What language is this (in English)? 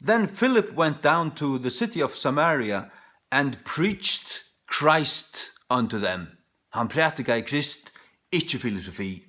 Faroese